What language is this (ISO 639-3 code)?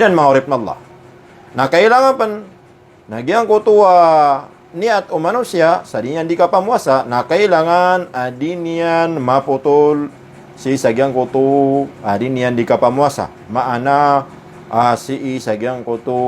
mrw